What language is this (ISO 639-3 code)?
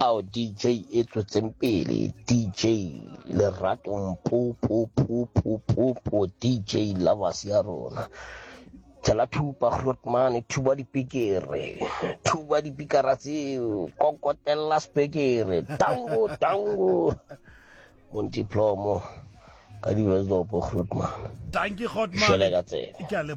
sot